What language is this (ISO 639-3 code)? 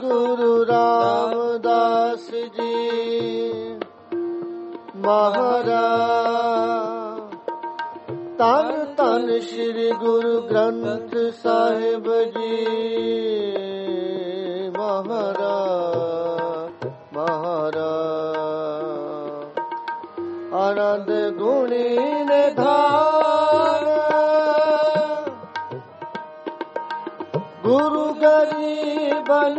pan